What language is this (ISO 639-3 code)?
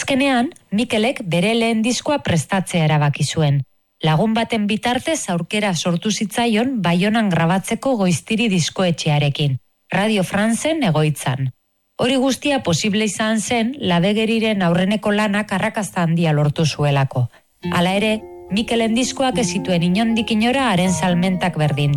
eus